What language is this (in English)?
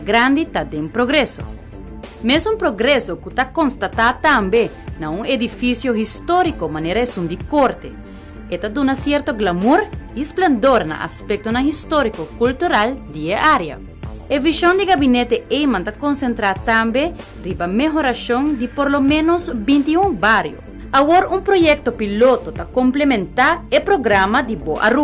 Papiamento